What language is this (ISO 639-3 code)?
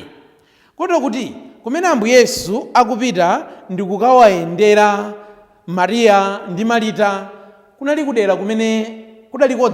nya